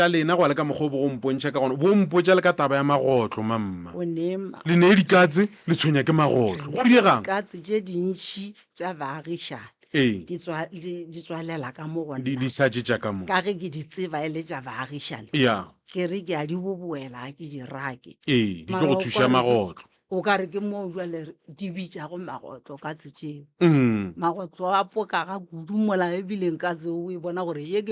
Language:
Northern Sotho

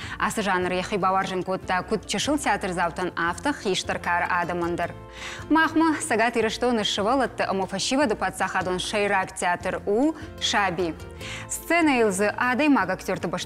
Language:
Ossetic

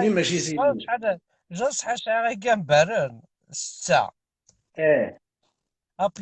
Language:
Kabyle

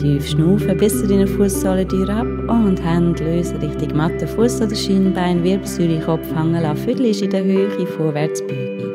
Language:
Swiss German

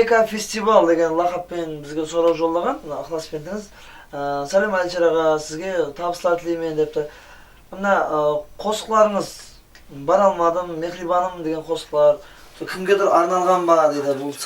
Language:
Kara-Kalpak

